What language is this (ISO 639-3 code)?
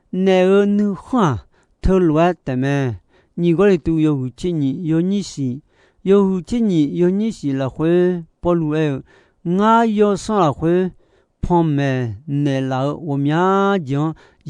ahk